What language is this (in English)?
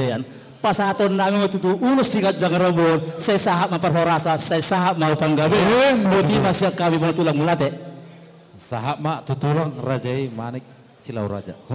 Batak Toba